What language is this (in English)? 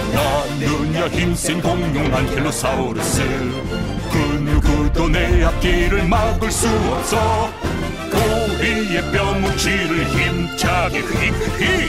Korean